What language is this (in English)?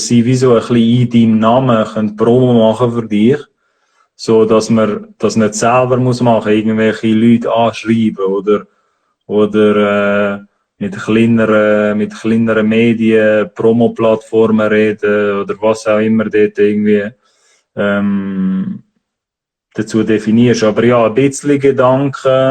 Swiss German